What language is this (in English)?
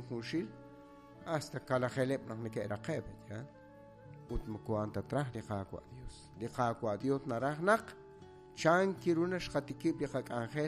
Kekchí